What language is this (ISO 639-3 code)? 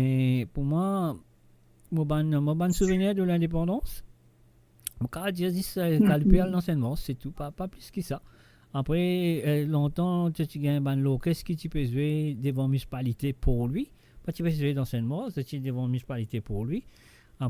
mfe